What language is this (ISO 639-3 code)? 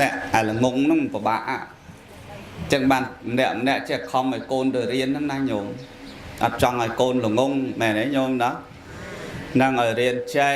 khm